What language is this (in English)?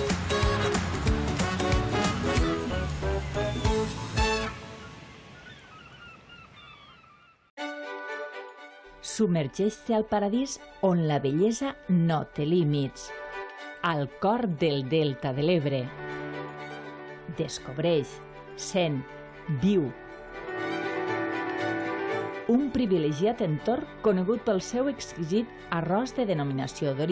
Catalan